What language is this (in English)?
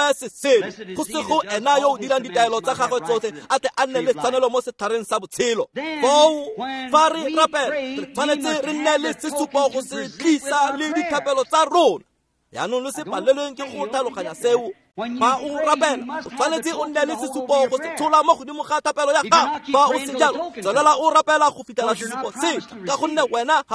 Tswana